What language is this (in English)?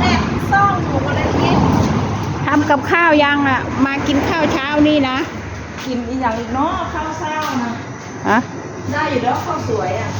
Northeastern Thai